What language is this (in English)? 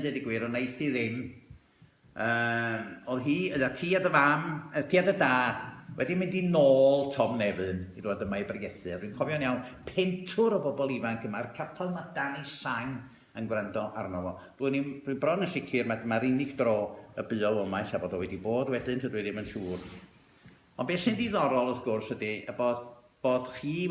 Welsh